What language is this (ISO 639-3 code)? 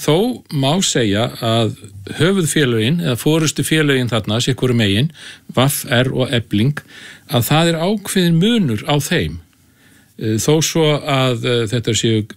isl